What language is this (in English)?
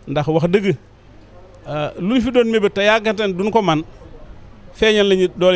Wolof